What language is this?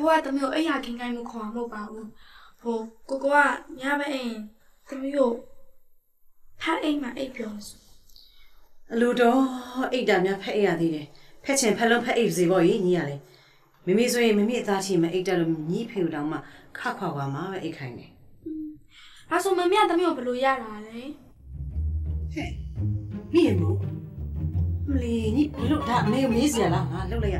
Burmese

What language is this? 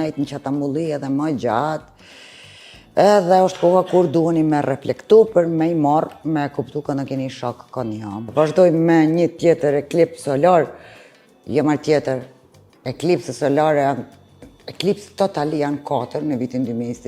Albanian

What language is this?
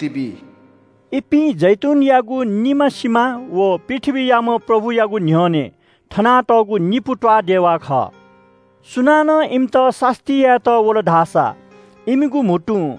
Newari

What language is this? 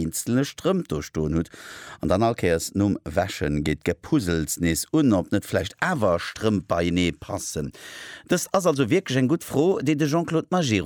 Luxembourgish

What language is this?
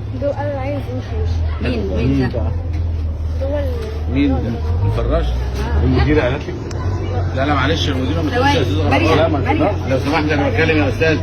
Egyptian Arabic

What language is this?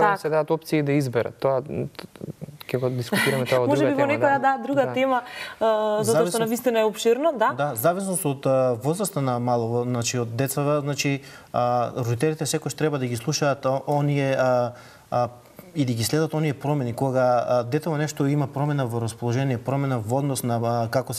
Macedonian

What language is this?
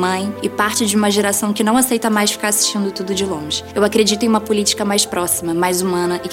Portuguese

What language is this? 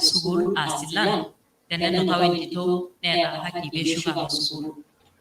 Masai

